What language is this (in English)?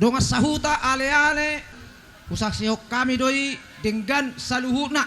Batak Toba